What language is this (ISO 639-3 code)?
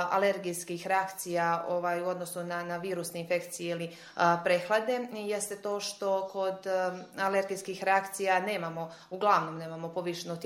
srp